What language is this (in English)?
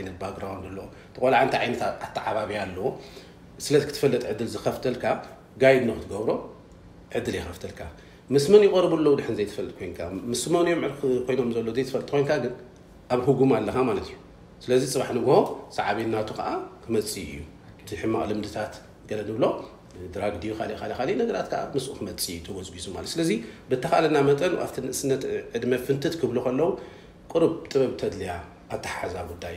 Tigrinya